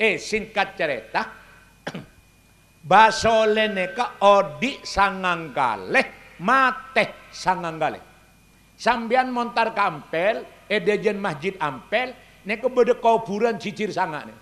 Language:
Madurese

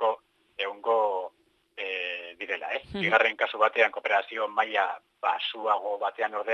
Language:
Basque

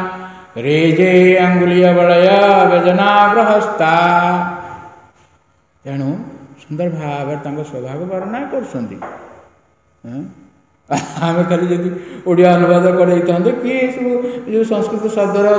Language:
Odia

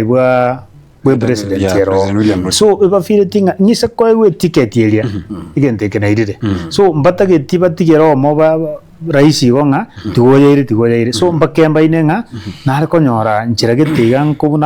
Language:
Gusii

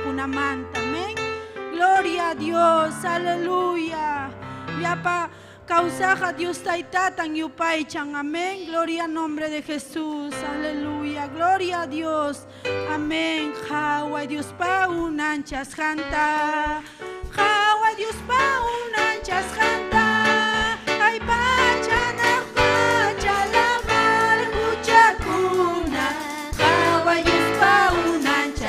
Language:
Ayacucho Quechua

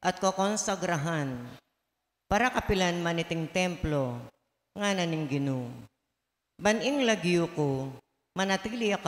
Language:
Pampanga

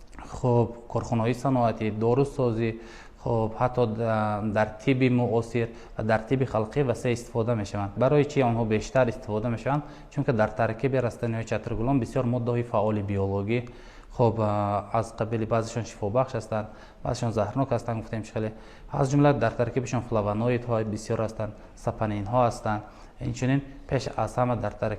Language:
Tajik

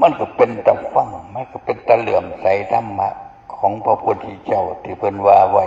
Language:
Northeastern Thai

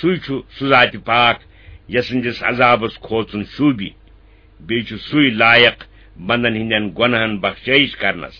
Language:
Kashmiri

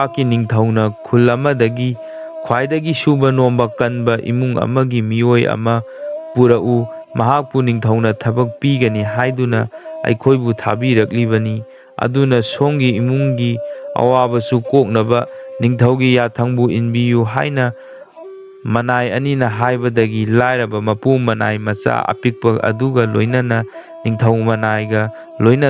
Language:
Manipuri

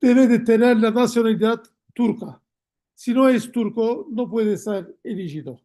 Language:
Ladino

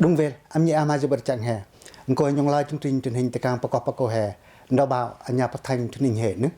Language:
Pacoh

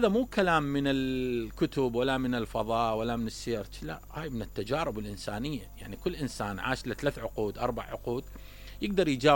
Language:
Mesopotamian Arabic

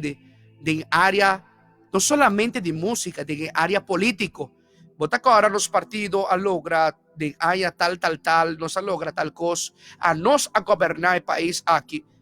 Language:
Papiamento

